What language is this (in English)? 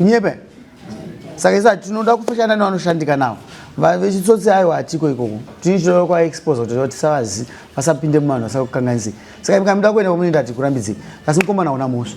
Shona